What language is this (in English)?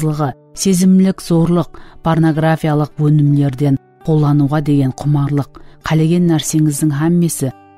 Kara-Kalpak